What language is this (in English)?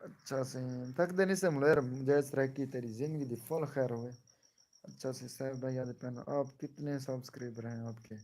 Saraiki